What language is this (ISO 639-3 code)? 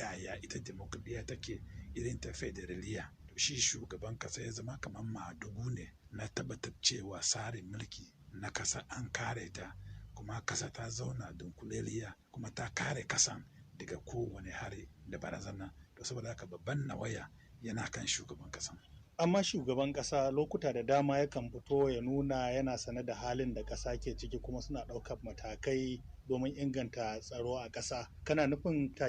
hau